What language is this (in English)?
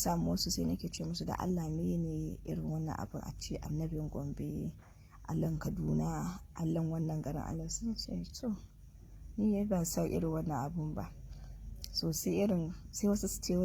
Hausa